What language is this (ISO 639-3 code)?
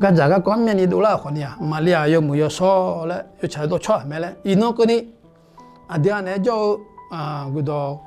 ahk